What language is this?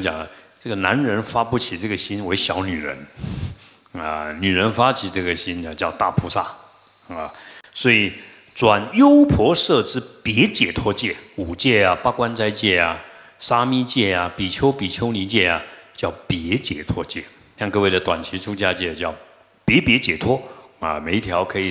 Chinese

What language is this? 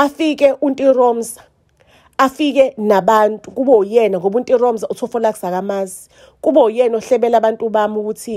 Zulu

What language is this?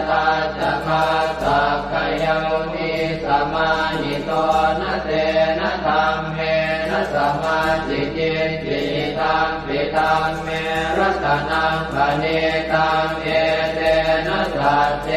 Pali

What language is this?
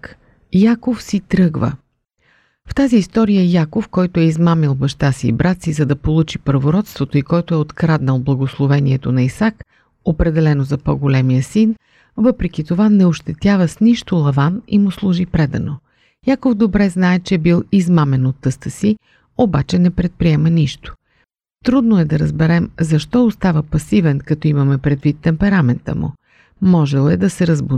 Bulgarian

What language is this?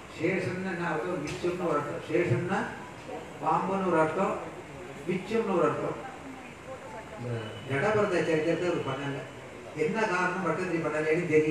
Tamil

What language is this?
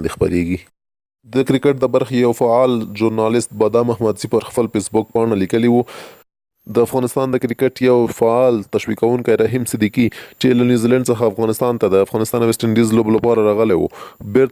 Pashto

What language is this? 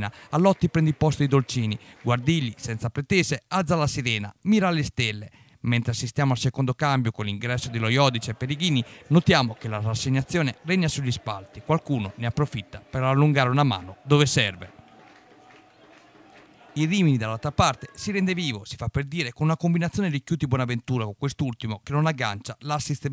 Italian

